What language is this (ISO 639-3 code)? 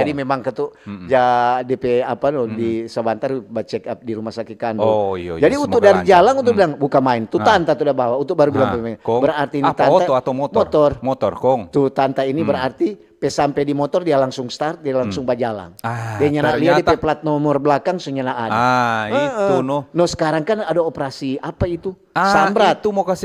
xmm